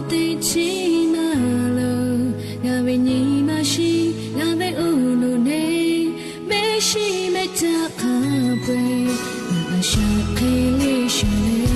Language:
Lahu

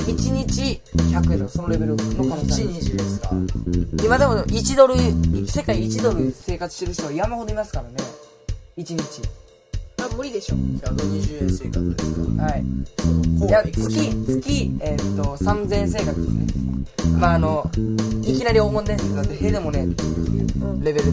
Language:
Japanese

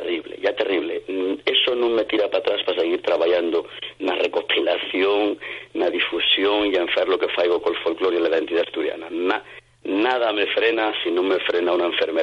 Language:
Asturian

